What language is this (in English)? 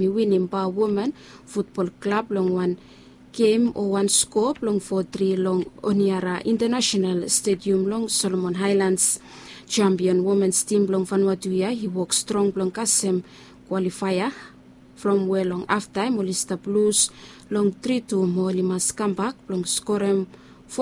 Bislama